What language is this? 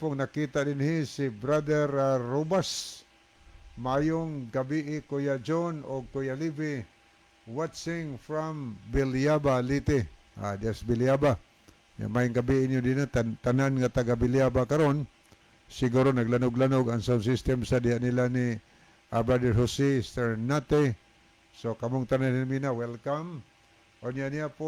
Cebuano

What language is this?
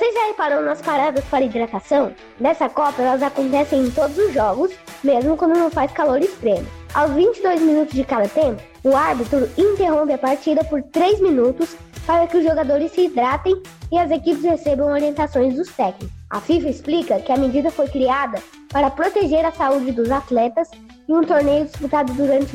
Portuguese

